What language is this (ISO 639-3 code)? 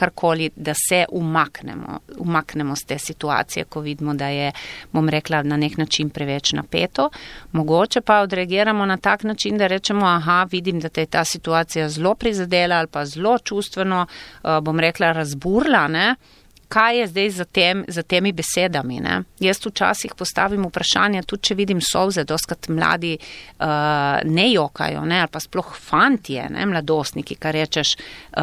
slv